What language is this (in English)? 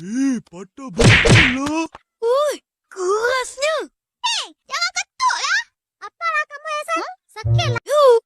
Banjar